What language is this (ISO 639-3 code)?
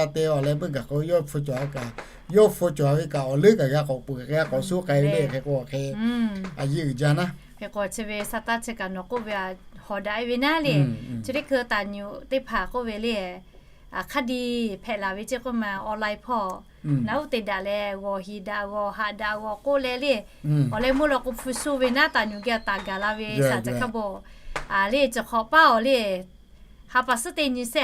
lhu